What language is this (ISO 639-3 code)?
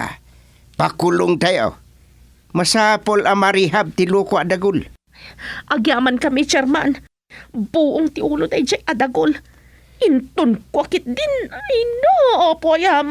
ilo